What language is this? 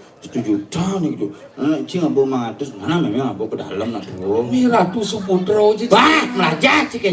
Balinese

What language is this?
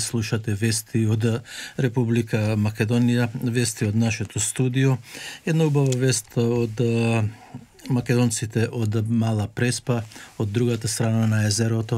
Macedonian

